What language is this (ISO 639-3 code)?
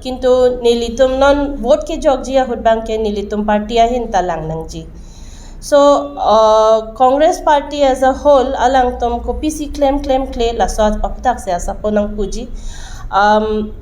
mjw